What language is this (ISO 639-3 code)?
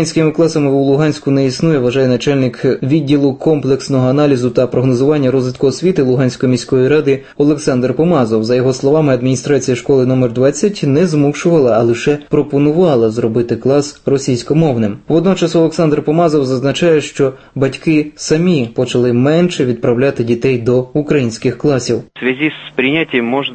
ukr